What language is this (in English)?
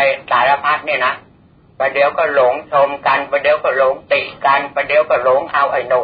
Thai